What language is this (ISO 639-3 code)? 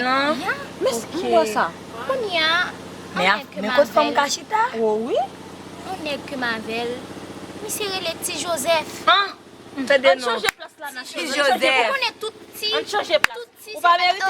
hat